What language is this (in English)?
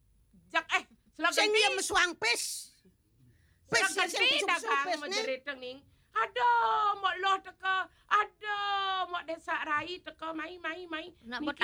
Balinese